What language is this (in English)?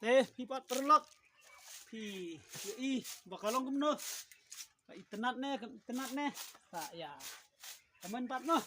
Khasi